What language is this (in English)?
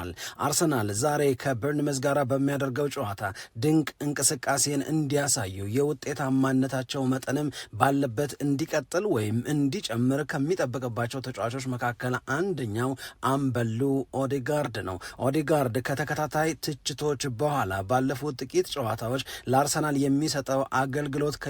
Amharic